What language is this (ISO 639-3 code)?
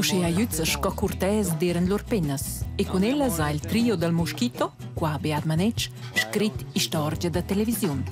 roh